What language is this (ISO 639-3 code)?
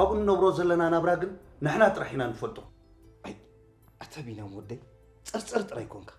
tir